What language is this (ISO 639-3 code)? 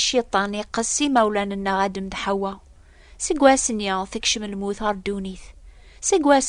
kab